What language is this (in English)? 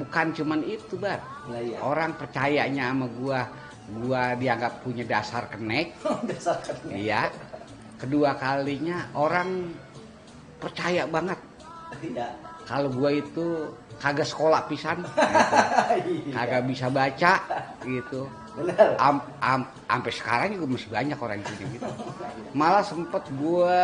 Betawi